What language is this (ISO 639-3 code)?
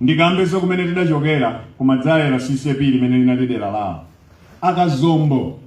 nya